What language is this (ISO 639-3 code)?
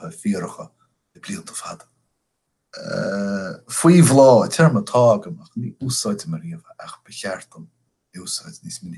gle